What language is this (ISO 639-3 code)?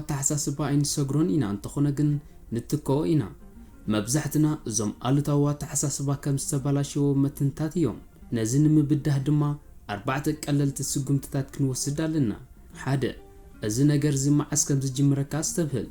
tir